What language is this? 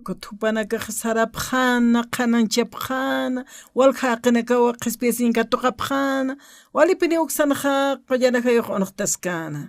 Aymara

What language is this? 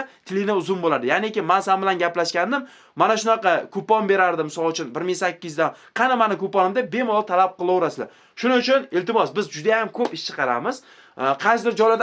Uzbek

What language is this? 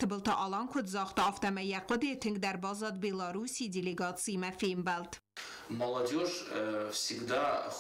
Ossetic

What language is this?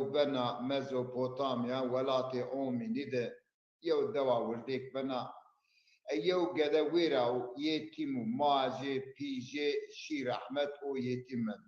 Zaza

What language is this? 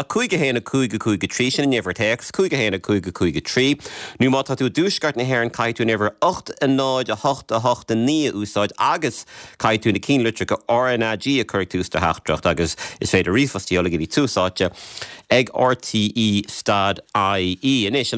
Irish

